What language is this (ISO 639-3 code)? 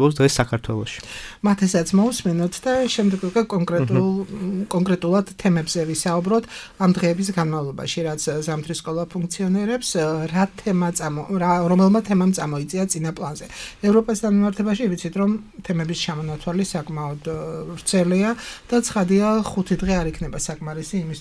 kat